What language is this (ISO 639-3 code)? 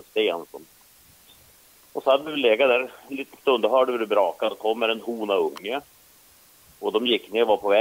swe